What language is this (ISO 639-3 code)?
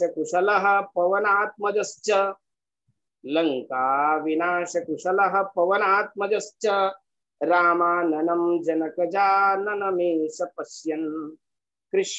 san